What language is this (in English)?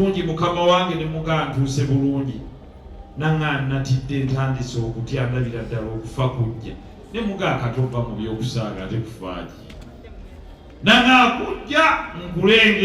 Ganda